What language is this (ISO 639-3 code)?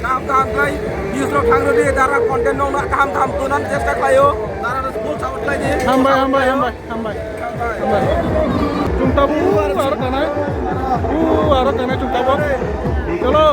trp